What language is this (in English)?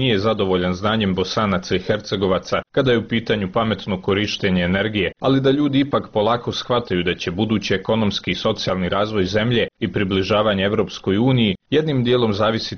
Bosnian